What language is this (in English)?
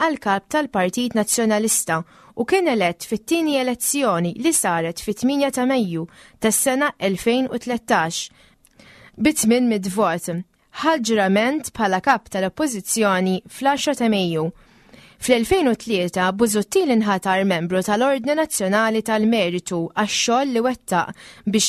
Maltese